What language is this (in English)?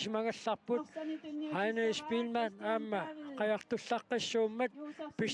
Kalaallisut